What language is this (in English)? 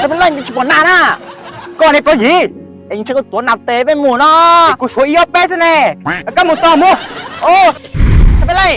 Hmong